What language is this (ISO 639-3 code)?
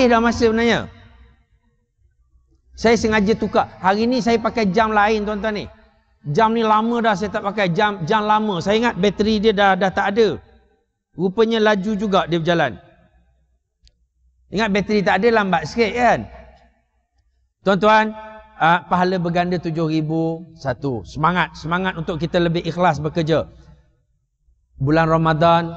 msa